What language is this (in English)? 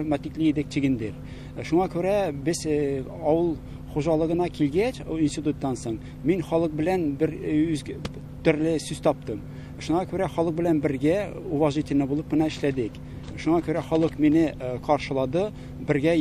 Tatar